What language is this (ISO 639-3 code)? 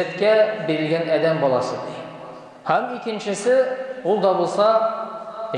tat